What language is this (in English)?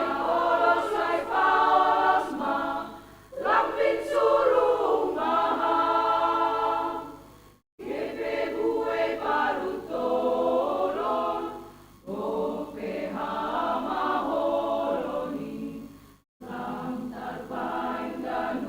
Batak Simalungun